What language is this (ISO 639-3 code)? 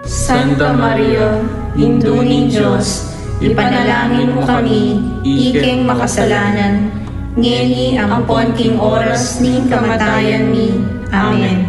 pam